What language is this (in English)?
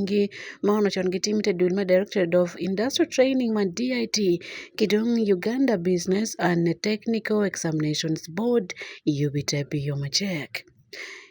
Acoli